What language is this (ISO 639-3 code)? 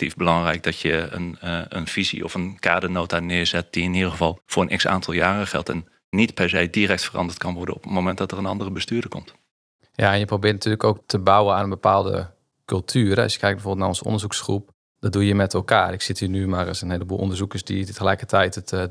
nld